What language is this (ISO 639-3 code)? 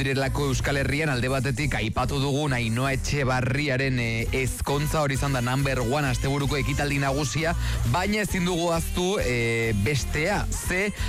eus